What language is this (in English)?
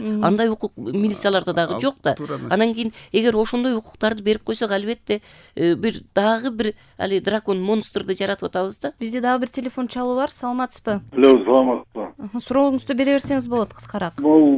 Kyrgyz